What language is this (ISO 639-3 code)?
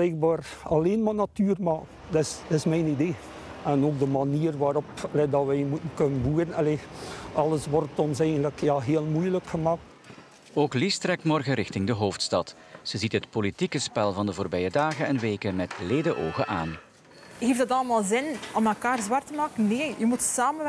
nld